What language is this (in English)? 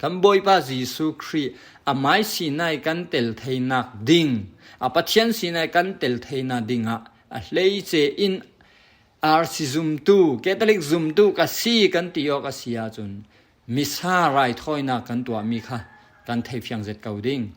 Falam Chin